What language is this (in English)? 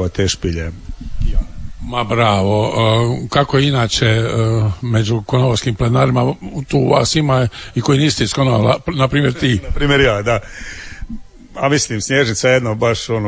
Croatian